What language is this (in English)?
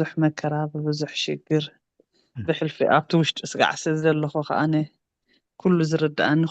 Tigrinya